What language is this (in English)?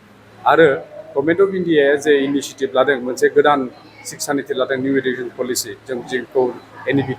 Bodo